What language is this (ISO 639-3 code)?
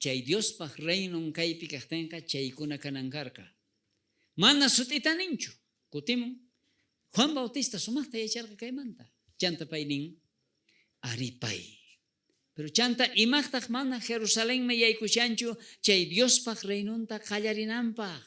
quh